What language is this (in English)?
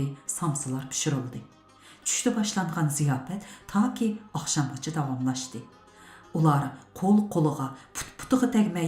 Uyghur